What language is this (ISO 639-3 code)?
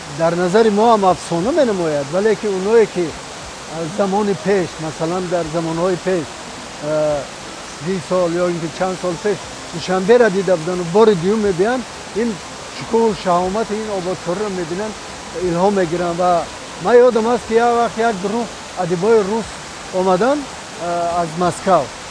tgk